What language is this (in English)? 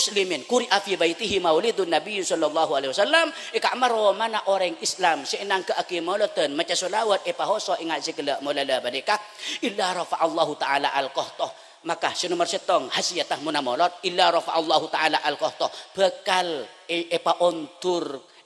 Madurese